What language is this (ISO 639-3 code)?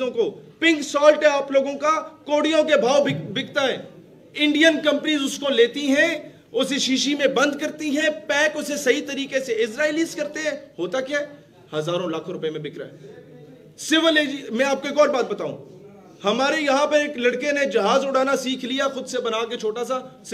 hin